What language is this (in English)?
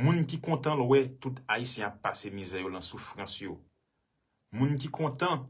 Haitian Creole